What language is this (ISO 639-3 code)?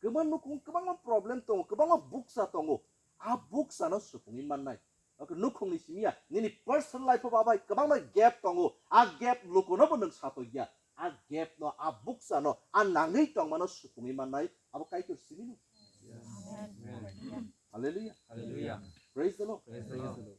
trp